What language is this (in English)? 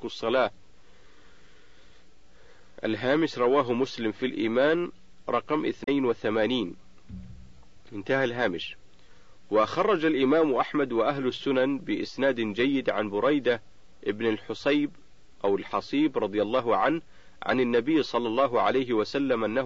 Arabic